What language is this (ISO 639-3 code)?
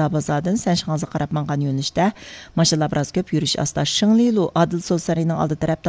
uig